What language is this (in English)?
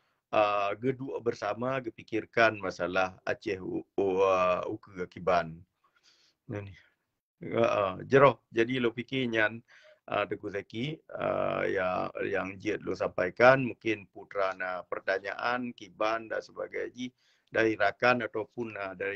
Achinese